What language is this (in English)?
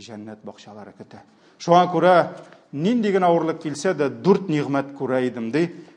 Tatar